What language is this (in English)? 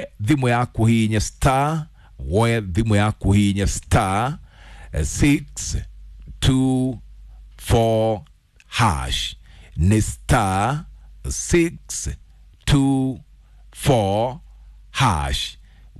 Kikuyu